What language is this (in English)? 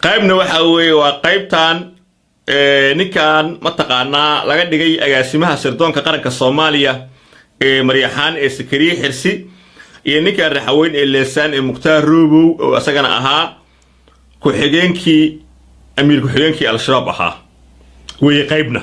Somali